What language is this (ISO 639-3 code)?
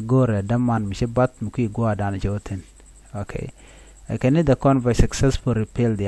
nus